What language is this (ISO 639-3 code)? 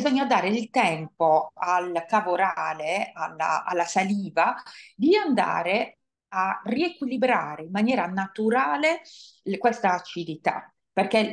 ita